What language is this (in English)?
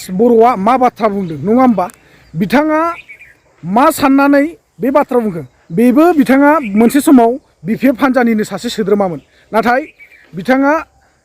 Bodo